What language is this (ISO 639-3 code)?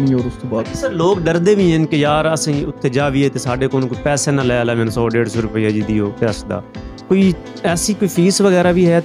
pan